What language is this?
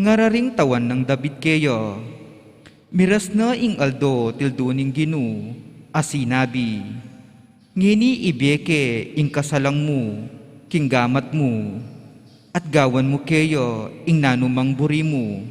Pampanga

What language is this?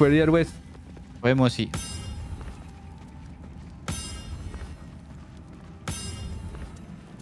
French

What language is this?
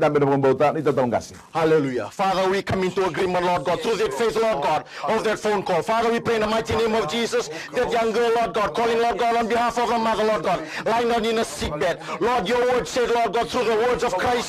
Fijian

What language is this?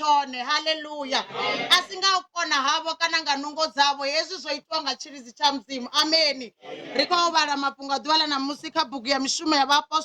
Venda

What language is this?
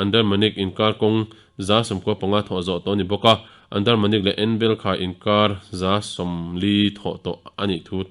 Mizo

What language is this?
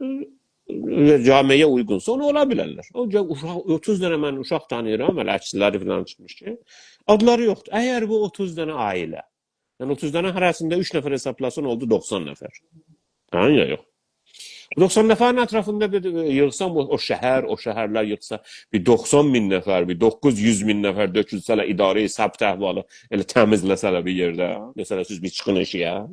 South Azerbaijani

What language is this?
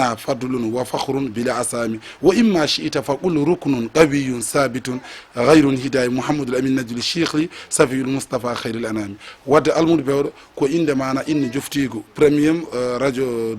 Fula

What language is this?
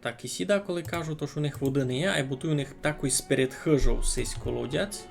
Rusyn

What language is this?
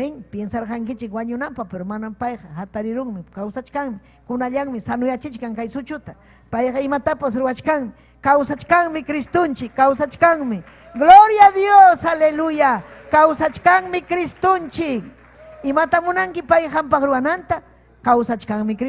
Ayacucho Quechua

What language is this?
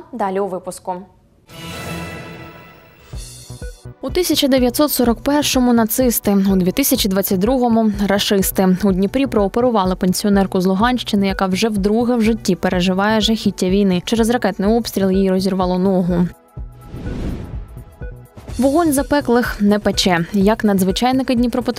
Ukrainian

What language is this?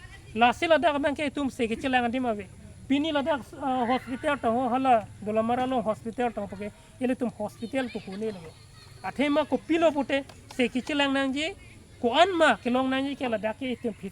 Karbi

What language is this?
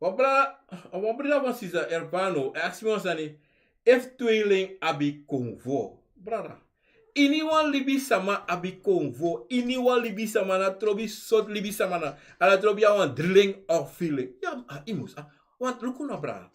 Sranan Tongo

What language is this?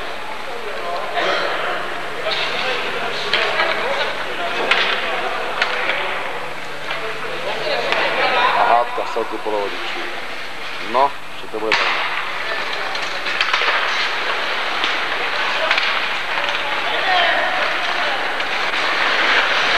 Czech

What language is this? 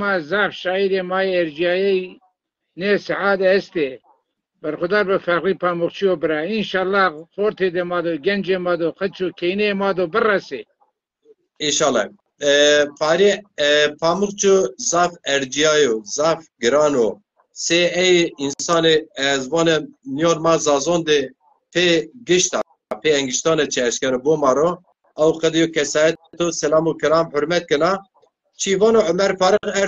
Zaza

